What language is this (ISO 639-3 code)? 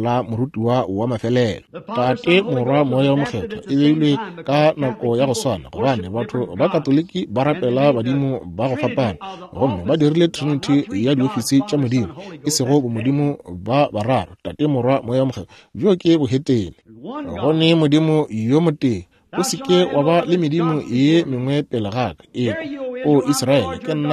nso